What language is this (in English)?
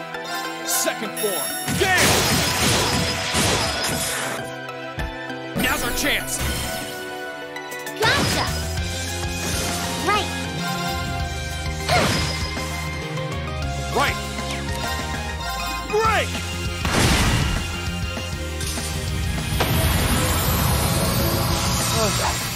English